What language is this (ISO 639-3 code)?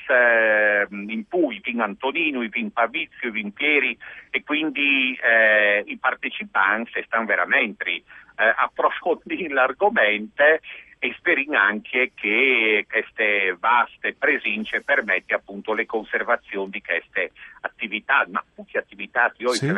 fur